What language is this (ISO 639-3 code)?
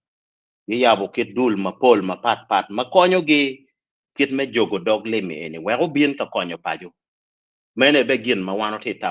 ach